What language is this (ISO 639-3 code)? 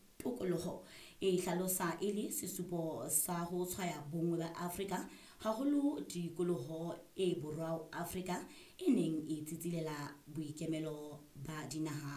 sot